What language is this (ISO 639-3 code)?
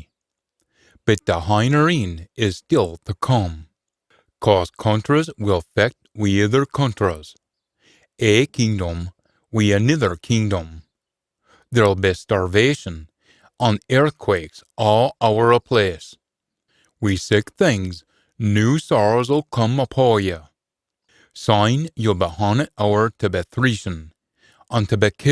sco